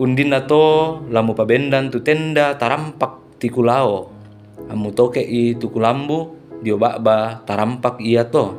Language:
Toraja-Sa'dan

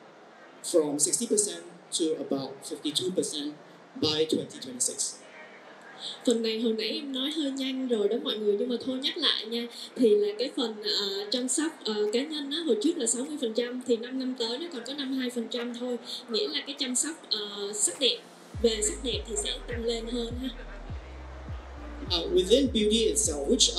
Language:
Vietnamese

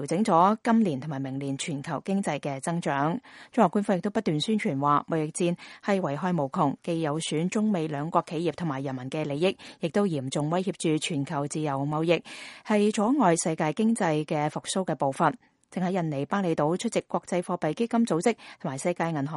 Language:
Cantonese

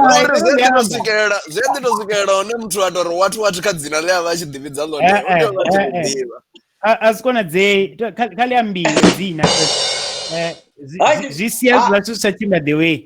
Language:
Venda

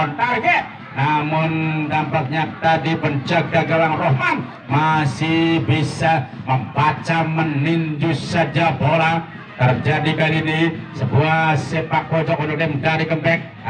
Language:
Indonesian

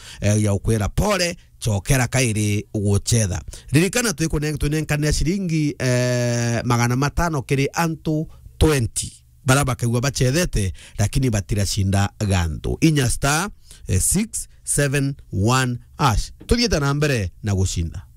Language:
Meru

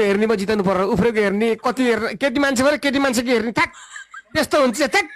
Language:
Nepali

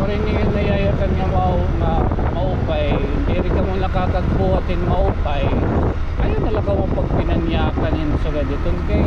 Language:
Waray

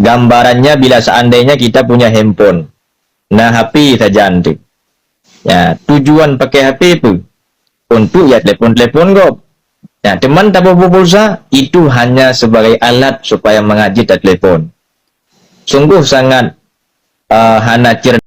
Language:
Achinese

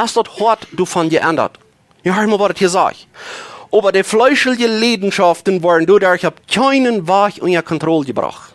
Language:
Plautdietsch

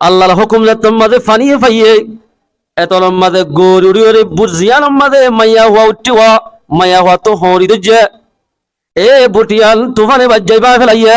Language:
Rohingya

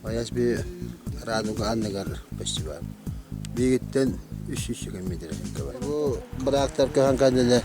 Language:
Yakut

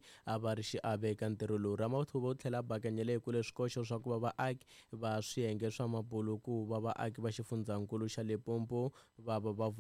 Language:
Tsonga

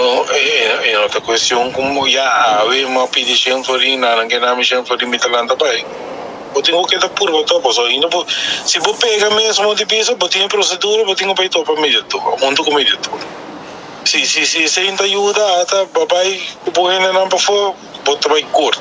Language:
Papiamento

